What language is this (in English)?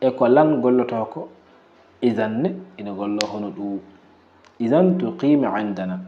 Fula